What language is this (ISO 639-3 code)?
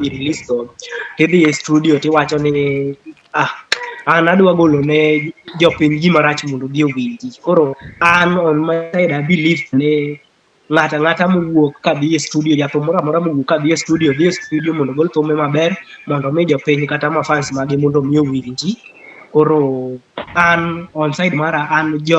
luo